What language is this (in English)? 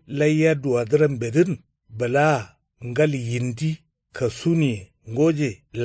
Kanuri